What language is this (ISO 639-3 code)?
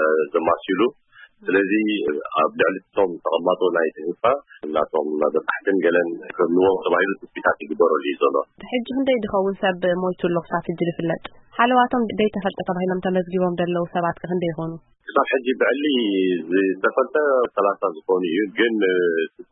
tir